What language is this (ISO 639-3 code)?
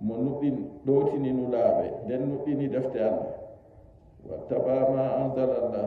fuv